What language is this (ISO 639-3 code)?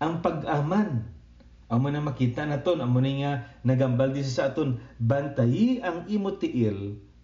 hil